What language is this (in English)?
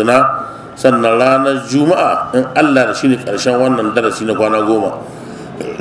Hausa